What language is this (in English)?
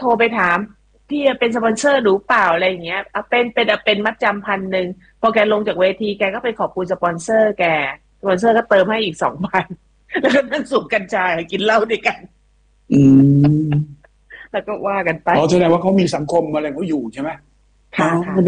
Thai